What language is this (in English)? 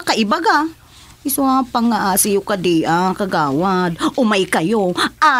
Iloko